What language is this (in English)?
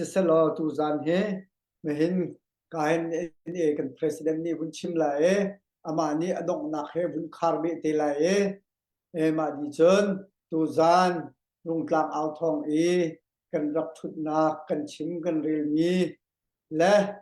Hakha Chin